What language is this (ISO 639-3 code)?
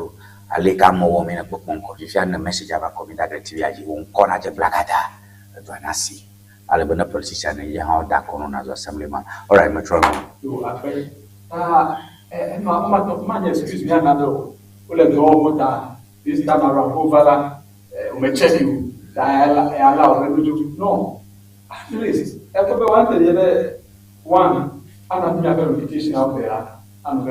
ewe